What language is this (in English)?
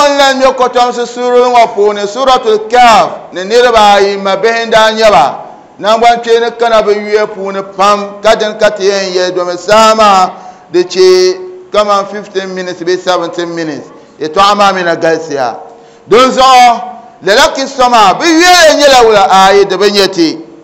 Dagbani